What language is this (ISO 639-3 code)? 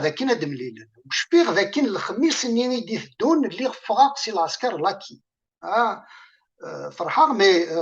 kab